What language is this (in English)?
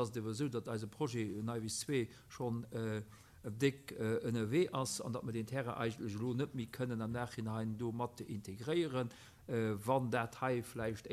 Luxembourgish